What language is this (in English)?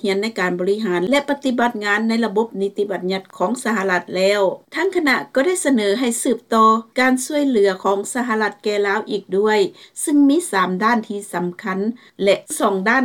Lao